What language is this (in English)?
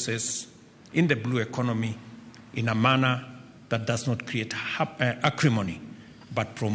Luo (Kenya and Tanzania)